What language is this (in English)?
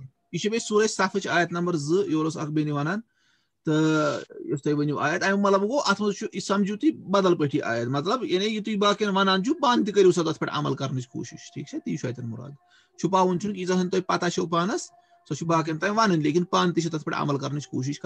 Kashmiri